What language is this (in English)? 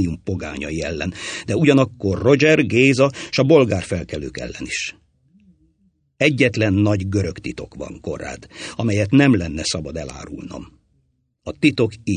Hungarian